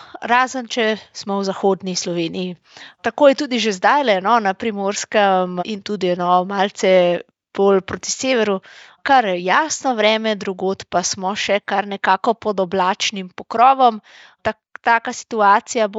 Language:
Slovenian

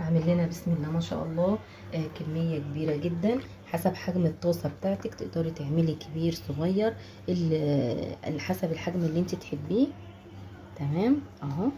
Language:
Egyptian Arabic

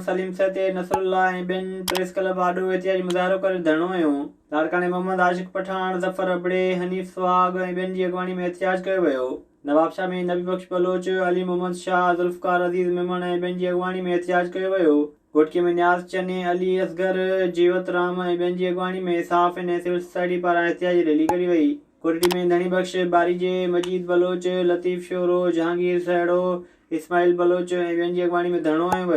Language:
Sindhi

